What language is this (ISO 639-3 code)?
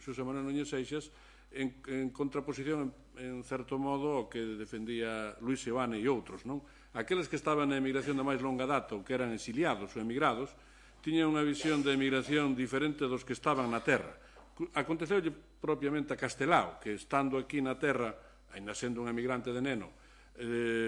glg